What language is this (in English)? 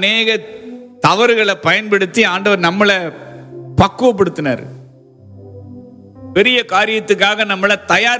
Tamil